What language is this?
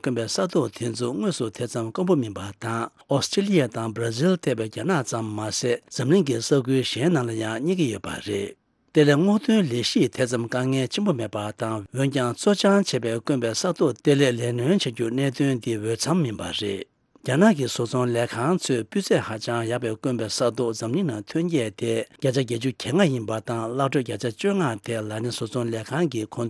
Tibetan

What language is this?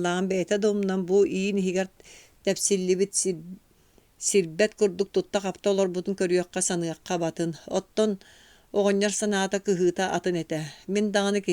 Yakut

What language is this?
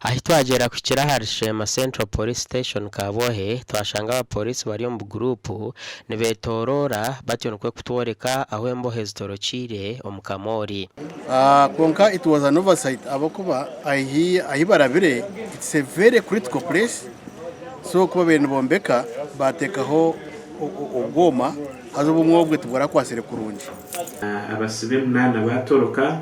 Nyankole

